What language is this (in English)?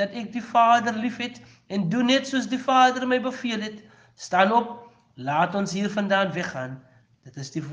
Afrikaans